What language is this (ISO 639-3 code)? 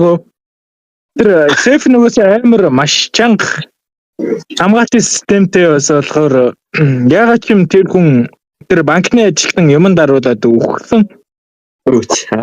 mon